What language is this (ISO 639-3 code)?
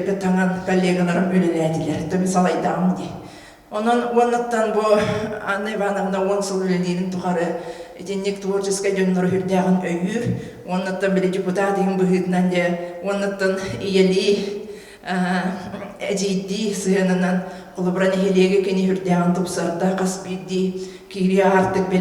sah